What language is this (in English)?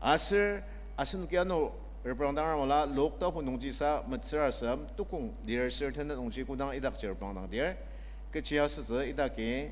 Ao Naga